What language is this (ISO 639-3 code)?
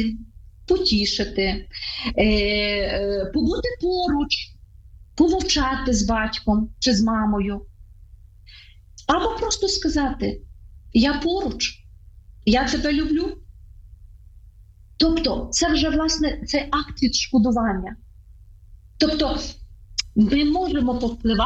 ukr